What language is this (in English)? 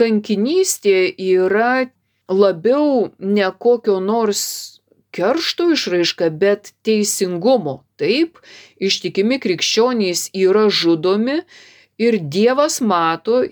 Lithuanian